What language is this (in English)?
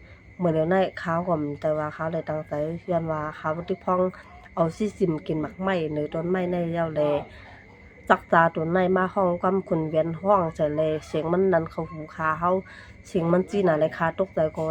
Shan